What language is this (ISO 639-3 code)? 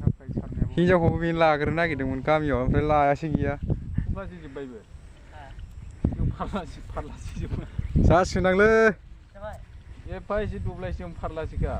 brx